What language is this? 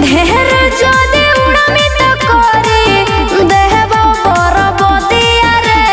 Magahi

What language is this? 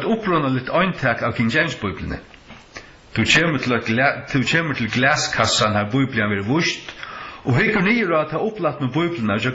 Faroese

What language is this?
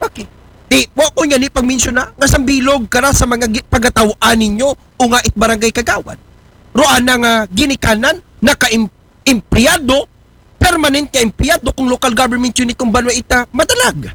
Aklanon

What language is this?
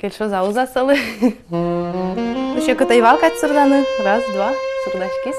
Udmurt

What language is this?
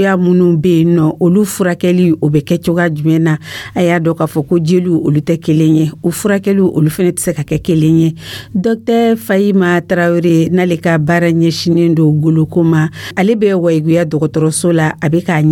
Dyula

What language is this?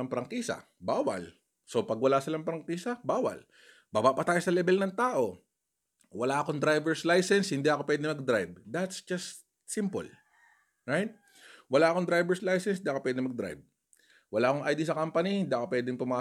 Filipino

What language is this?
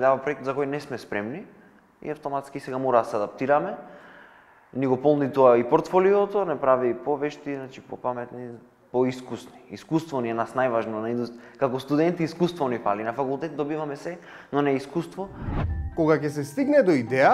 Macedonian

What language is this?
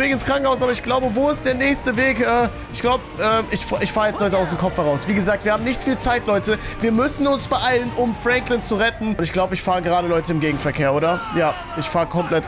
German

